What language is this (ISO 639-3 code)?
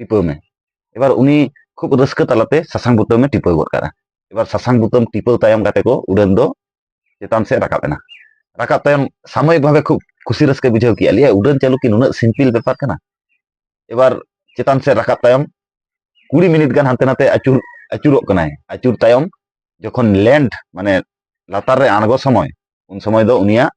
sat